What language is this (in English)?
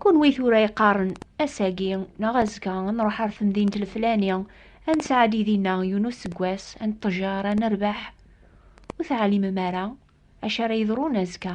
Kabyle